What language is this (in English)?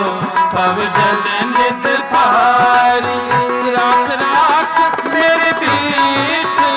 Hindi